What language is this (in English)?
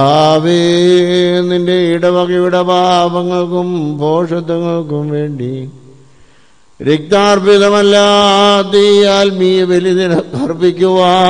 Malayalam